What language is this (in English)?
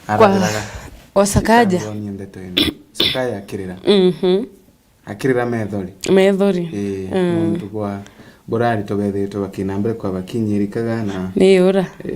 Meru